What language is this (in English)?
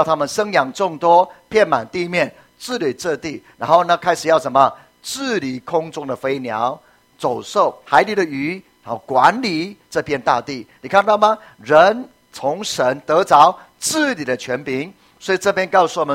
Chinese